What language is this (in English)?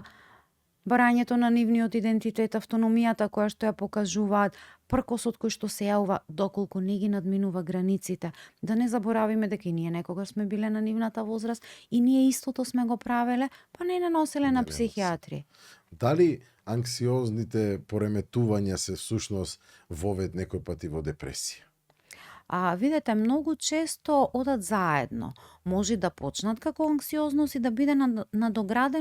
Macedonian